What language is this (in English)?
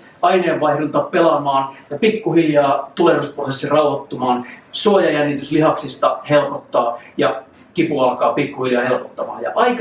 Finnish